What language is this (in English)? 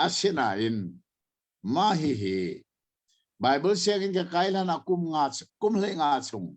Hakha Chin